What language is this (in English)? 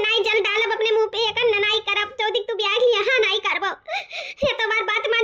Awadhi